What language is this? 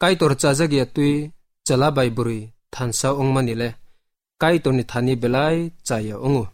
Kok Borok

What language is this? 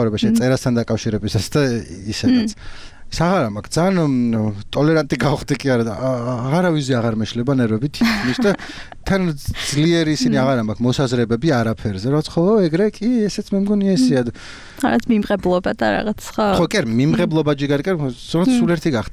Georgian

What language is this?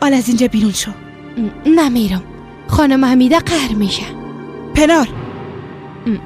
Persian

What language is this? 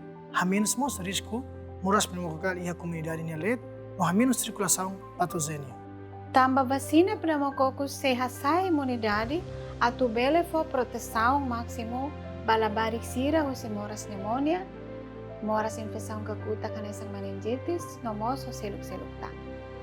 Tetum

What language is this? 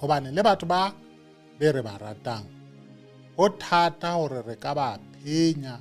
Southern Sotho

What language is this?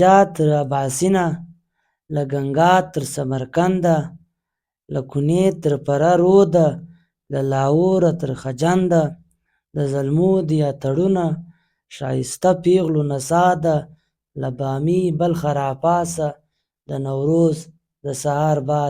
Pashto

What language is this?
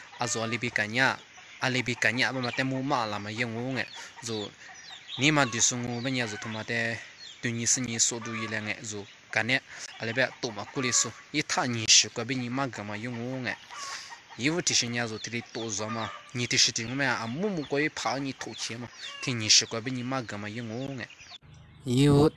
Lisu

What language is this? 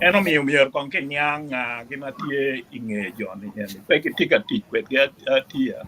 Acoli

